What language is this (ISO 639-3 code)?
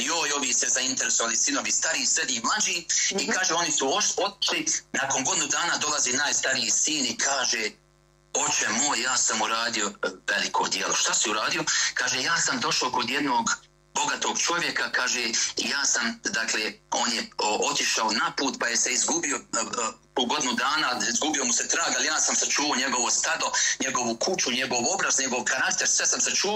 bos